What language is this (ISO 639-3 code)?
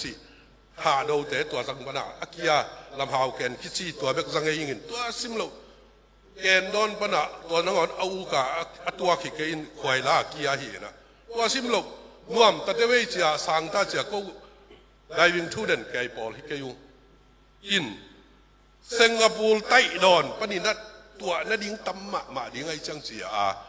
ctd